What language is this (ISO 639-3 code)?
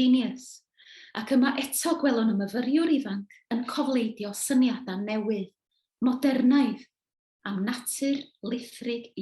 cym